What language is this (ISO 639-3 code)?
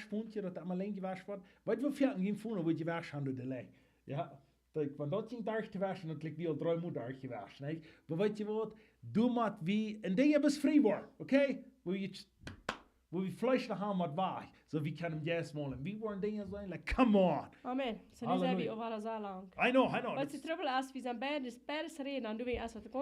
pdt